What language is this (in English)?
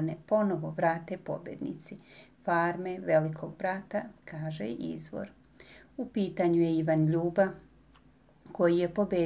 Serbian